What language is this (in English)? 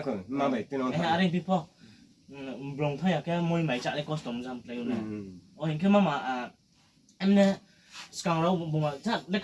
Riang (India)